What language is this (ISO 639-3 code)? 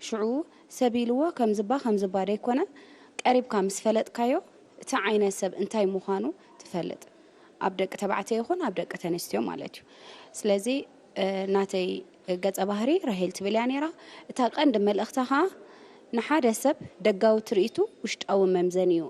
tir